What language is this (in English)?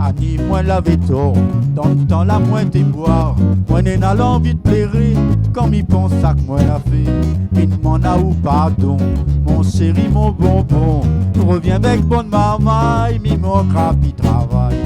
Réunion Creole French